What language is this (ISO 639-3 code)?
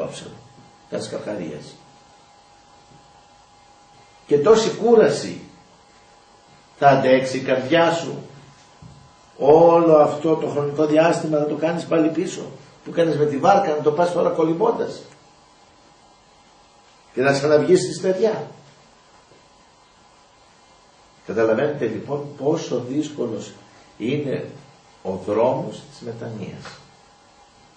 ell